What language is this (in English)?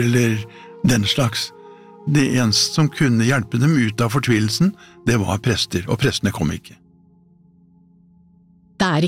Norwegian